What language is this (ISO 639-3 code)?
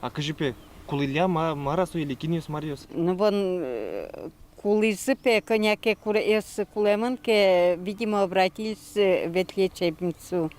udm